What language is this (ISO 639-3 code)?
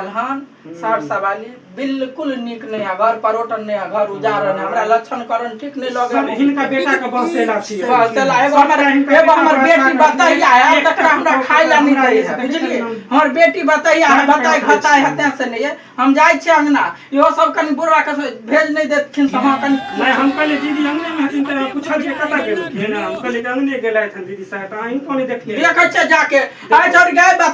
mai